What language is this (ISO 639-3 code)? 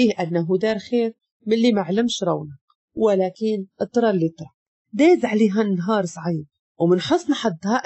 ary